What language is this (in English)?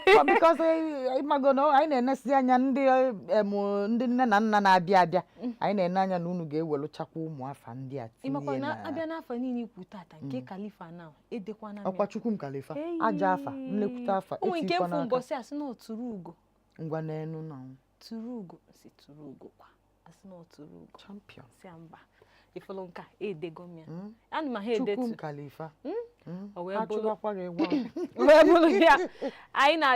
Igbo